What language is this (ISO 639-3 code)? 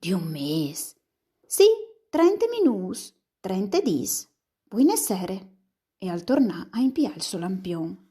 fur